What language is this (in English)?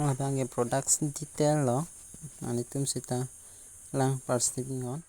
Karbi